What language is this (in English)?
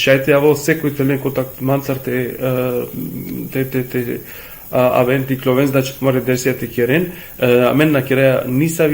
Balkan Romani